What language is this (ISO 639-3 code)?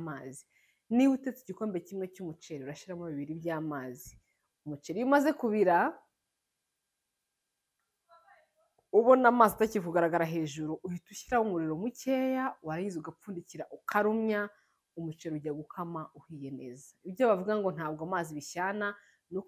kin